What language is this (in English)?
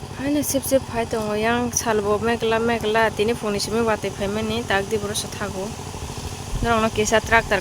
Kok Borok